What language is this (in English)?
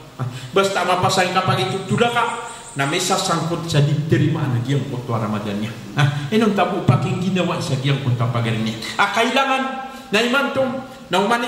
Maranao